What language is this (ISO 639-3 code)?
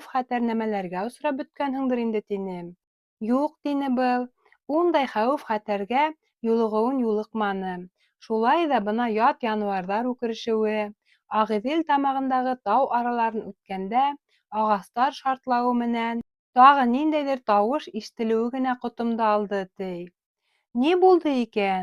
bak